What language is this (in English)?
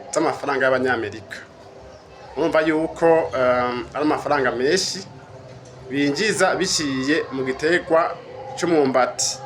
Rundi